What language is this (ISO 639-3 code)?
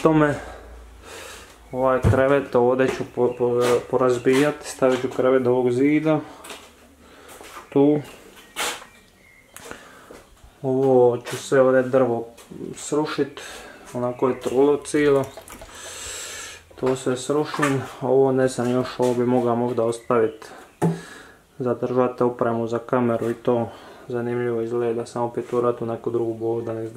hrv